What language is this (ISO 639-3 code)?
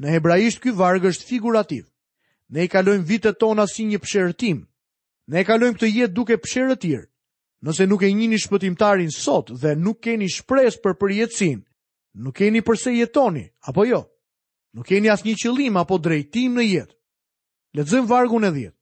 sqi